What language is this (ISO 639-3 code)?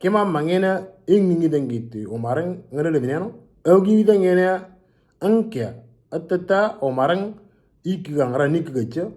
mor